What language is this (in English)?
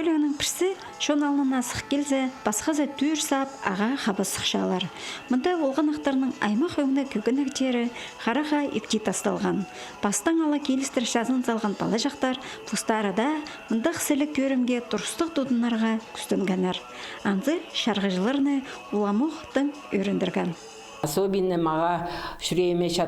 Khakas